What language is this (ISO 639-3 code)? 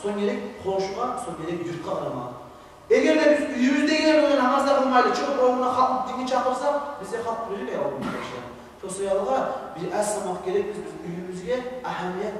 kum